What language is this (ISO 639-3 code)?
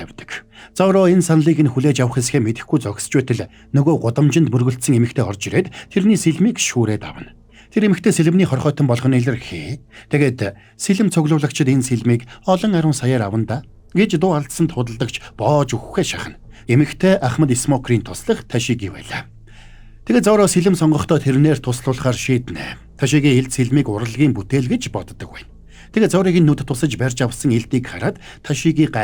mon